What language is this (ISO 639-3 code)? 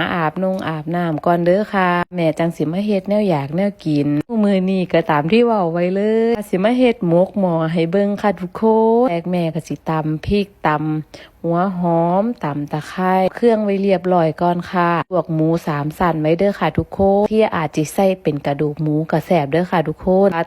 tts